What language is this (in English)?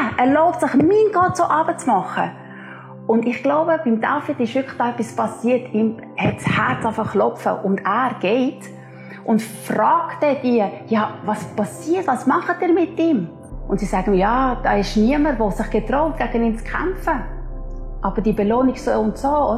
Swiss German